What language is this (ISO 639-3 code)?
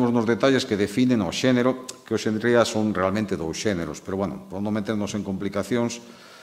glg